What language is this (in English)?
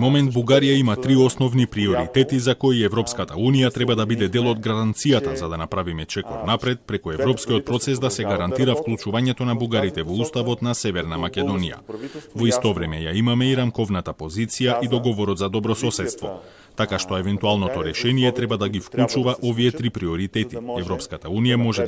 Macedonian